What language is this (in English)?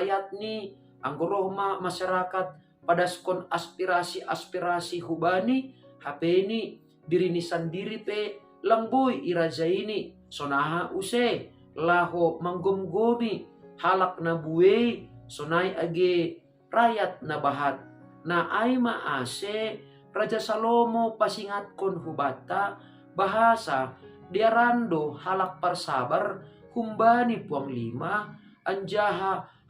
Batak Simalungun